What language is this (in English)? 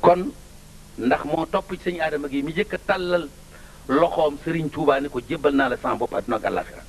Wolof